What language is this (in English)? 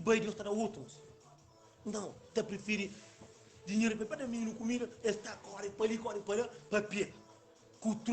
Kabuverdianu